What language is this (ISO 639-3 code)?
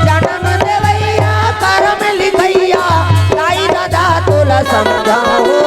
hne